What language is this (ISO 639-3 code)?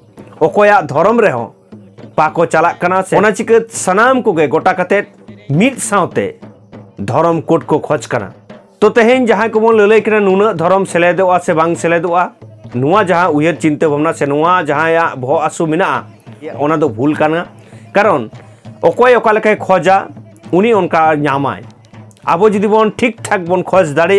sat